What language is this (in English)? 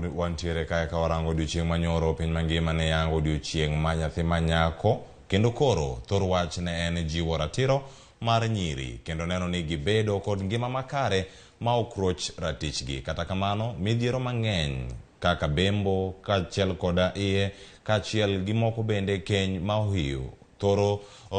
Luo (Kenya and Tanzania)